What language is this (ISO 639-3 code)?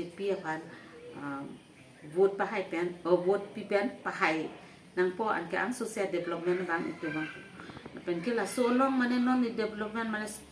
mjw